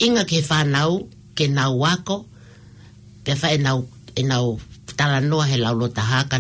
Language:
Tongan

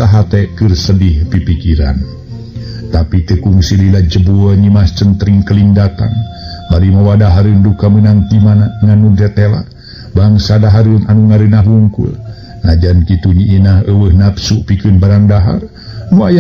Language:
Sundanese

